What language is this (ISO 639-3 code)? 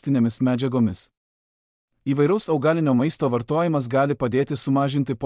lit